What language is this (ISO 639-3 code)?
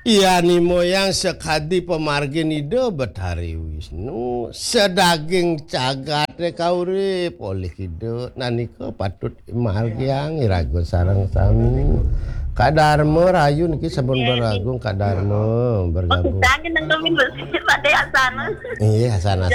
ban